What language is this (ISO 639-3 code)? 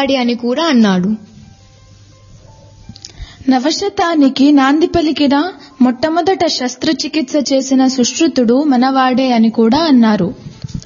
tel